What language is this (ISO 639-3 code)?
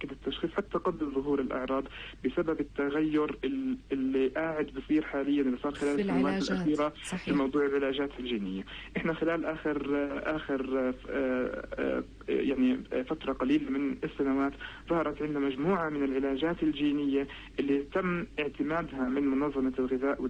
apc